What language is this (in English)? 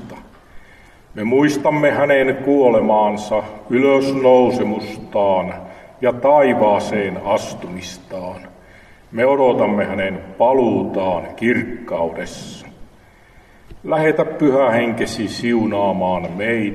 Finnish